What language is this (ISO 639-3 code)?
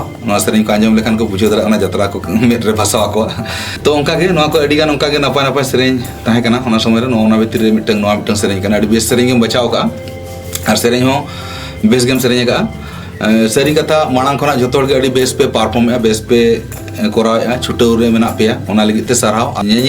sat